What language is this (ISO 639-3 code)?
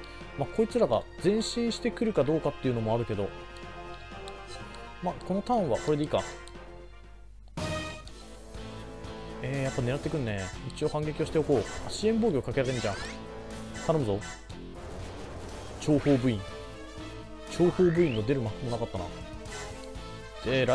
jpn